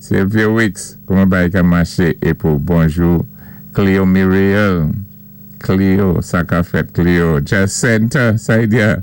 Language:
Saint Lucian Creole French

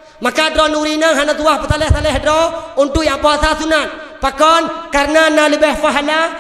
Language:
Achinese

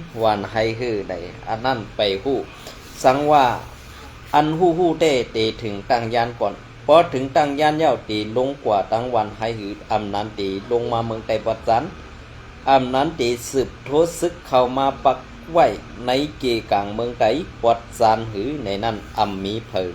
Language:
Shan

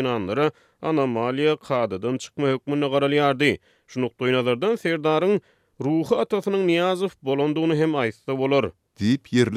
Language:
Turkmen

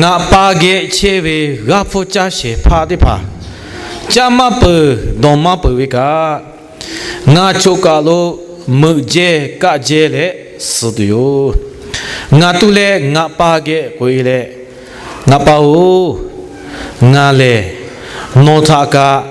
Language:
Lahu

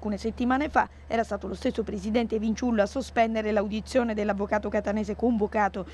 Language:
Italian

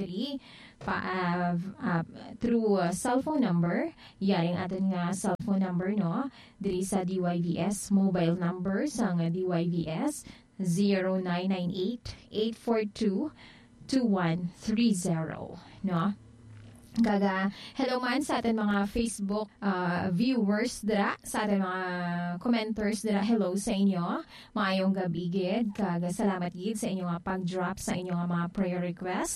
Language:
Hiligaynon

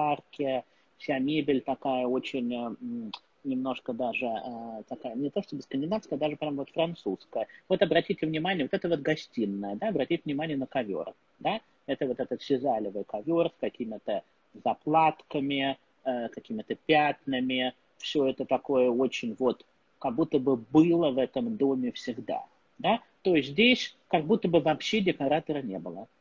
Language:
Russian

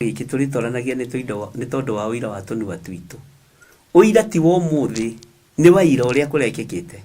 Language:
Kikuyu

